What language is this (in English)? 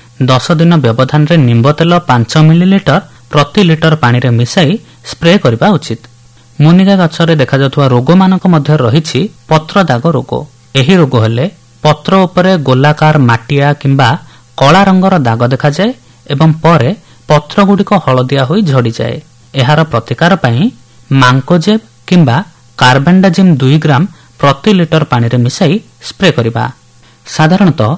Odia